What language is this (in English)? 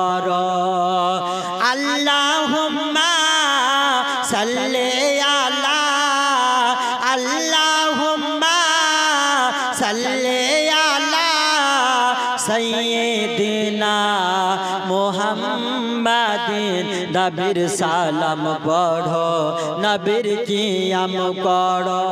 Bangla